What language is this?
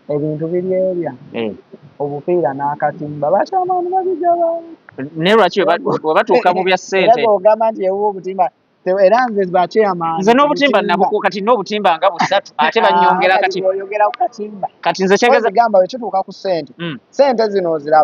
Ganda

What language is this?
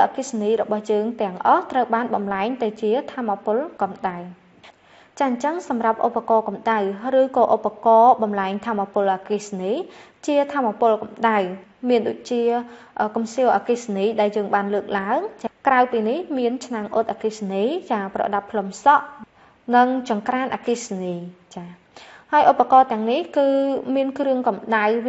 Khmer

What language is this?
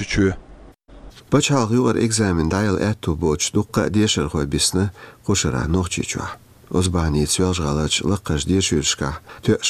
Chechen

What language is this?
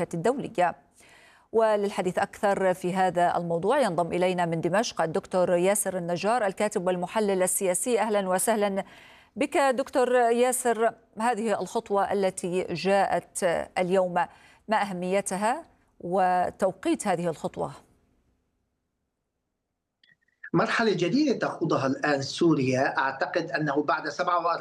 Arabic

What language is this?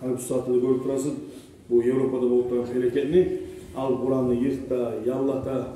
Kumyk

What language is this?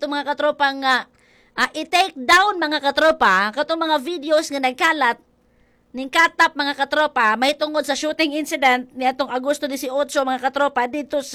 Cebuano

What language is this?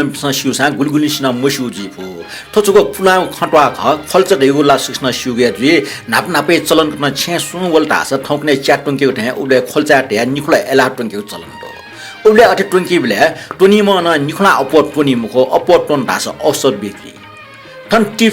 Newari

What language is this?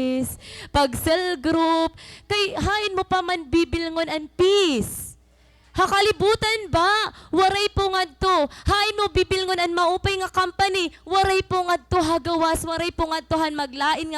Waray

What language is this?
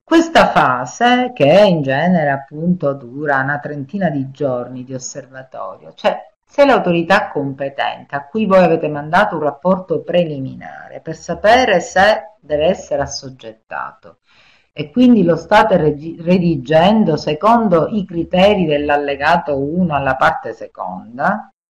Italian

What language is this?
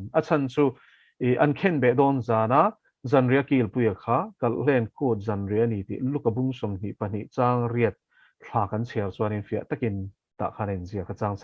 Mizo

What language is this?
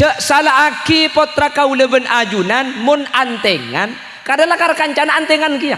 Madurese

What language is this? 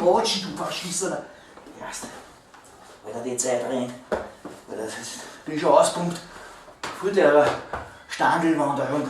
Bavarian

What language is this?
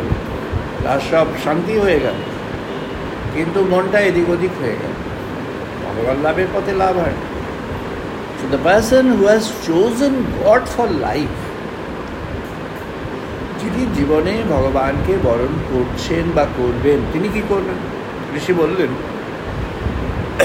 Bangla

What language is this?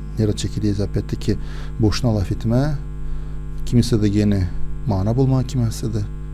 Gagauz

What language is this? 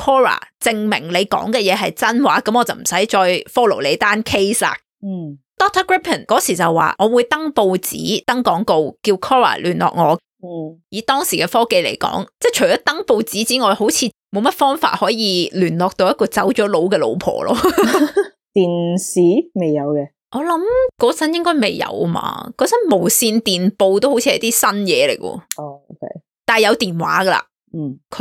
Cantonese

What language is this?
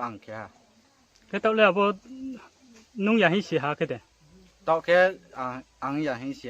Riang (India)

